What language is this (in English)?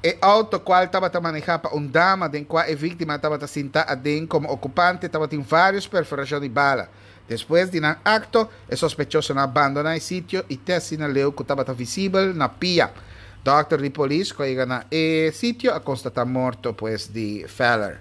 Papiamento